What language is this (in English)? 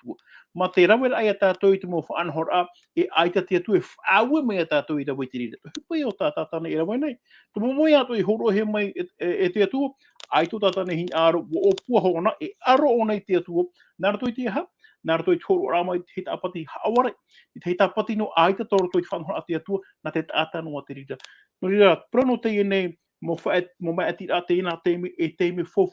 Tahitian